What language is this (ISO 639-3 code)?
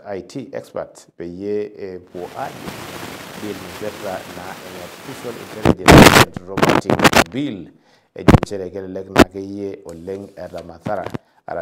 mas